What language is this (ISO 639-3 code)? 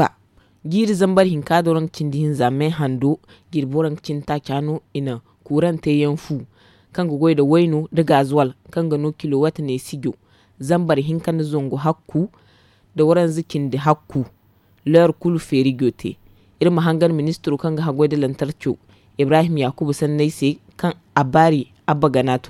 dje